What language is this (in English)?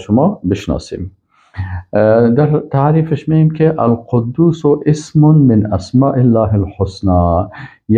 Persian